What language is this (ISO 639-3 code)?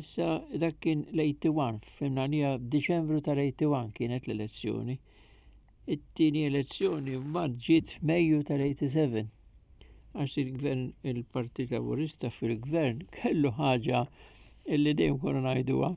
mlt